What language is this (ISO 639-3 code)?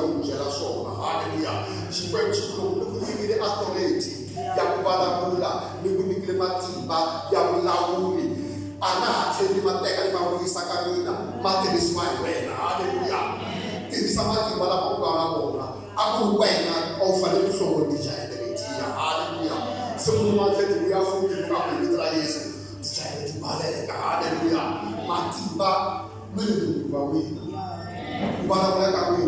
tso